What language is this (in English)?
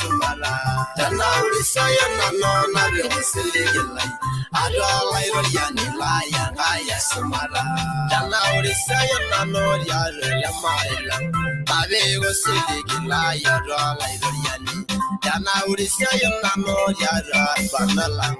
Masai